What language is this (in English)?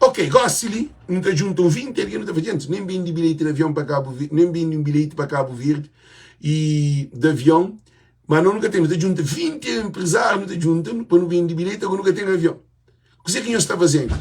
Kabuverdianu